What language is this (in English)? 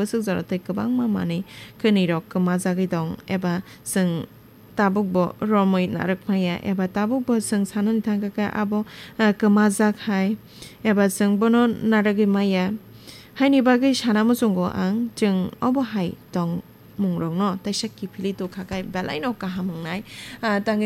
Kok Borok